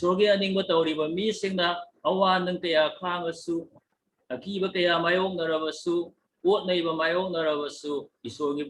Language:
Manipuri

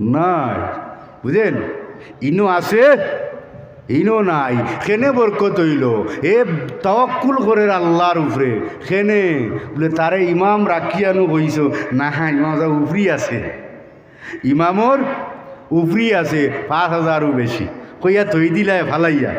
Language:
Sylheti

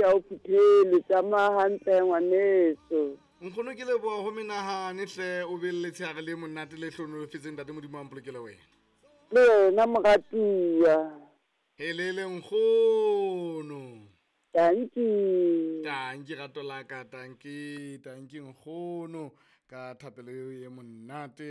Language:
Southern Sotho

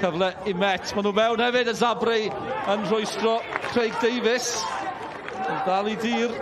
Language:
Welsh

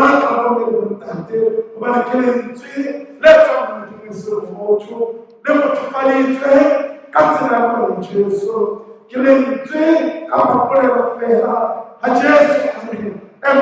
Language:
Southern Sotho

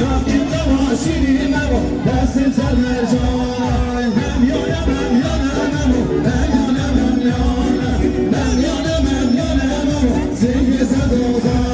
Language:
Kurdish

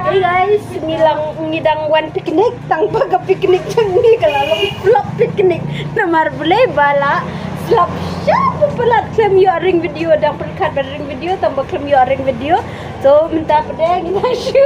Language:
Khasi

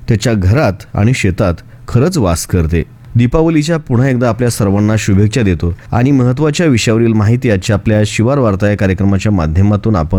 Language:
Marathi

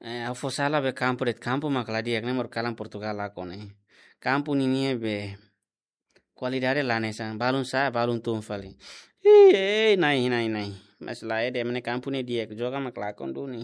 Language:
Tetum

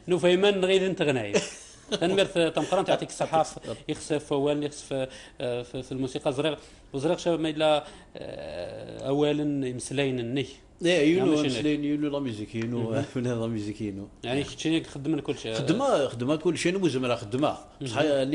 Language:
Kabyle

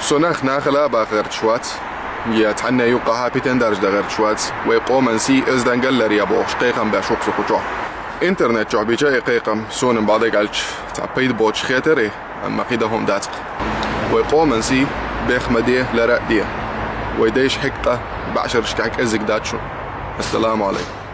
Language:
Chechen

